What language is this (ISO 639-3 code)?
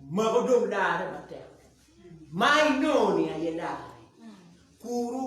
ach